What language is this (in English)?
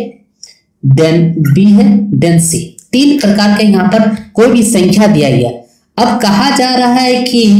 Hindi